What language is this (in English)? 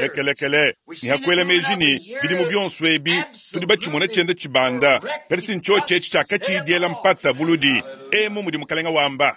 Luba-Lulua